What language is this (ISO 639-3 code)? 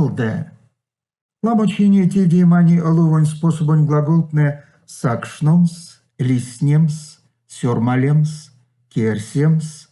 myv